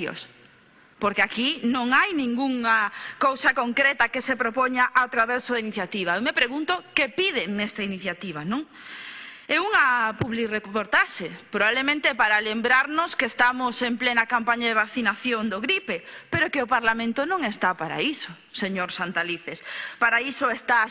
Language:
Galician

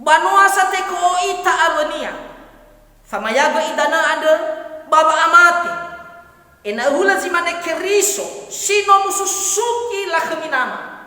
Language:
Nias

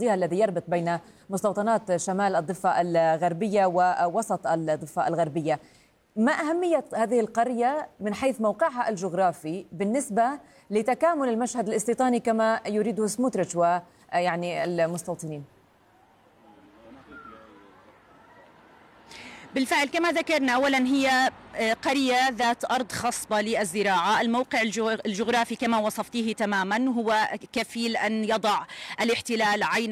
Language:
Arabic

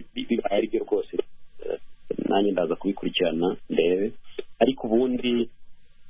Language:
Kinyarwanda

